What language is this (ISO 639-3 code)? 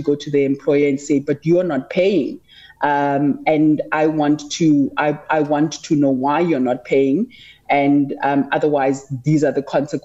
eng